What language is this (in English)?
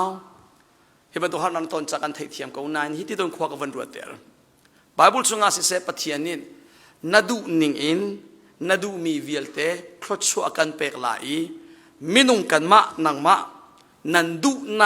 Hakha Chin